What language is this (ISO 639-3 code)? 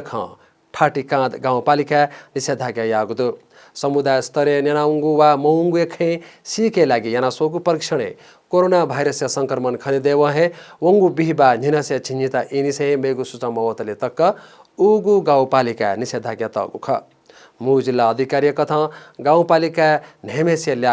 new